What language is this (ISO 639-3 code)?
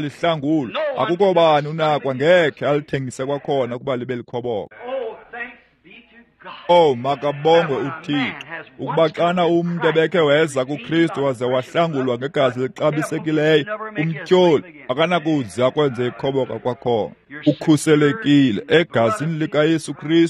xho